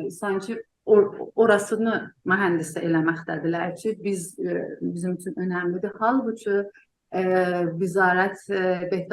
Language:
South Azerbaijani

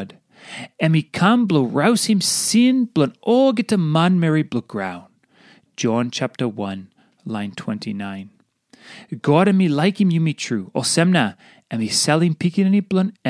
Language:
Tok Pisin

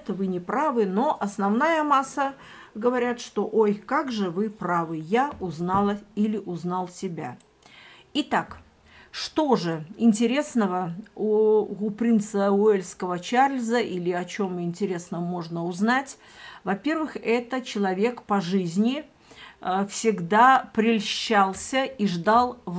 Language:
Russian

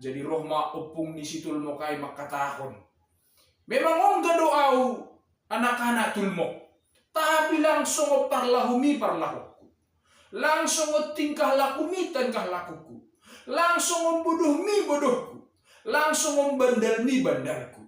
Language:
Batak Simalungun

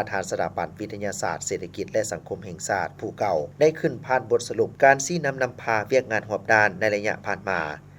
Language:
Lao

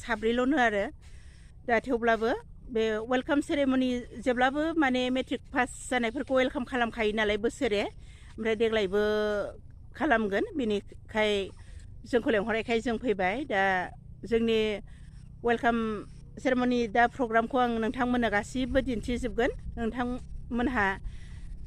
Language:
Bodo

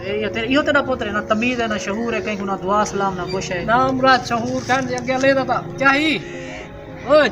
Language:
Saraiki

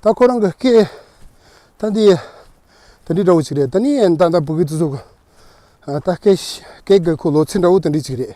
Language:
Tibetan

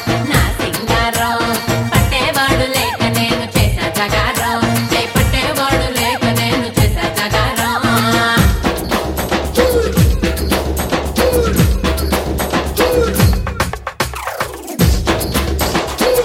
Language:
Telugu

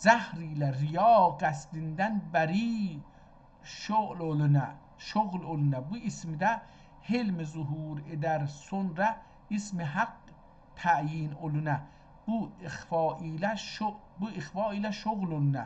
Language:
South Azerbaijani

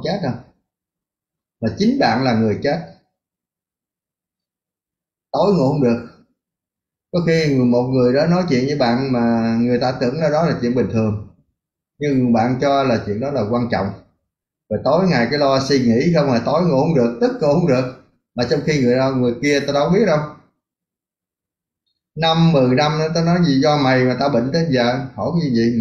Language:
Vietnamese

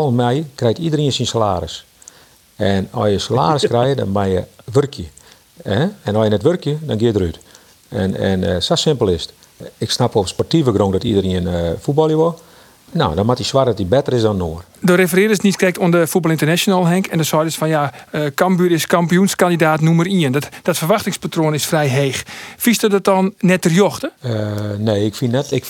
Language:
Western Frisian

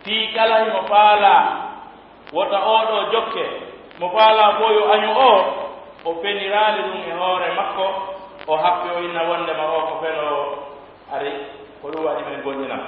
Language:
Pular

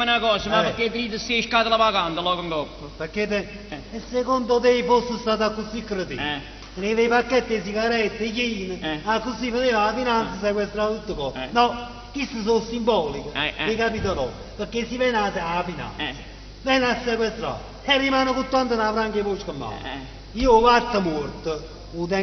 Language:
Neapolitan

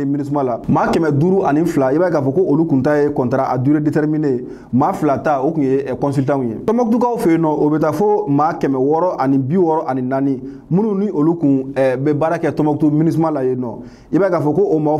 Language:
Bambara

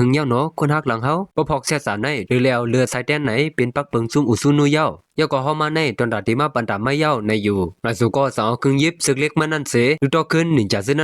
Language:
Shan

